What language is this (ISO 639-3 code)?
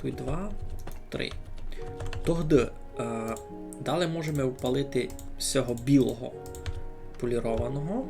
rue